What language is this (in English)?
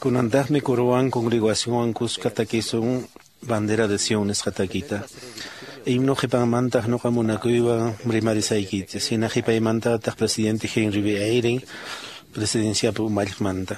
Quechua